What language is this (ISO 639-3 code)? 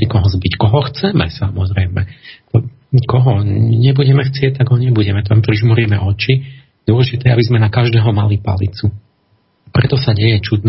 slk